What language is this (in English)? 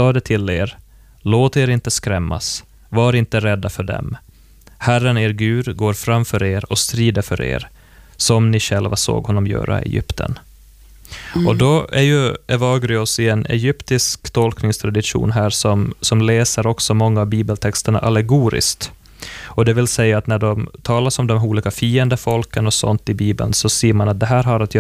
Swedish